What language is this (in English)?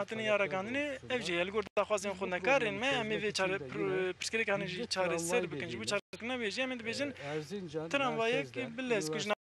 Kurdish